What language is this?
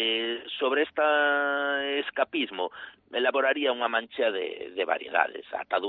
Galician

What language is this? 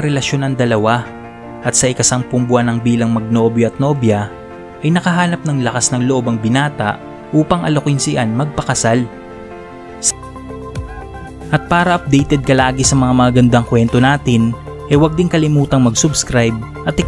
Filipino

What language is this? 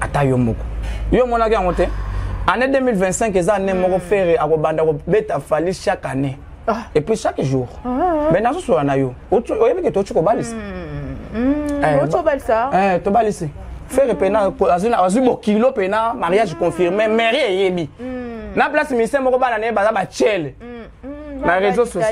Lingala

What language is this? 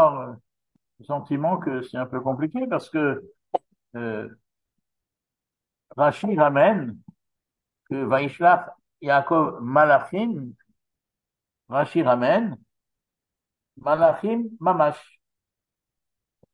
French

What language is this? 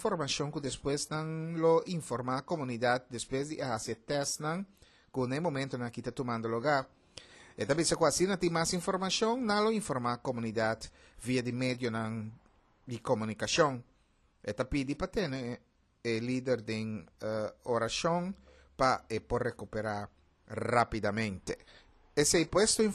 Papiamento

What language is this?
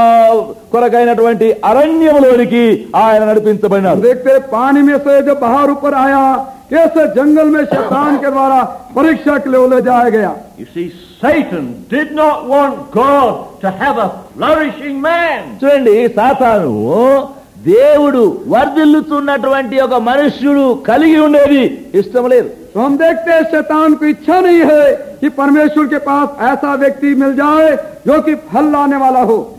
Telugu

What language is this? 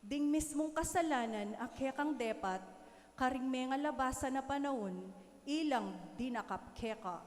Pampanga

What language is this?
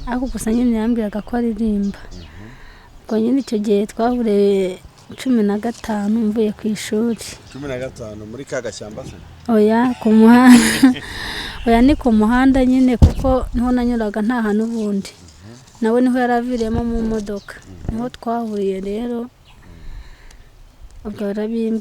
Kinyarwanda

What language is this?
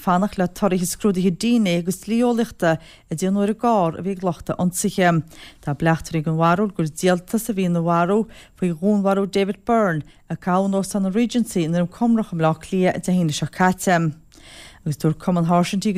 Irish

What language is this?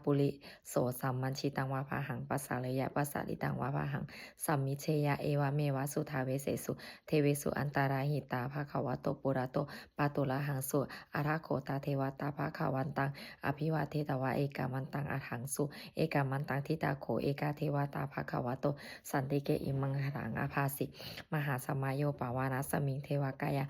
Pali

